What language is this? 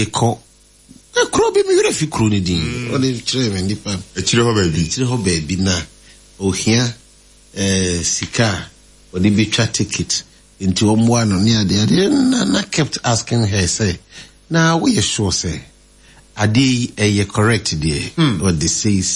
Akan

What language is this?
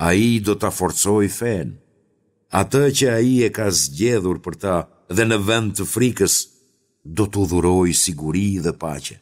Albanian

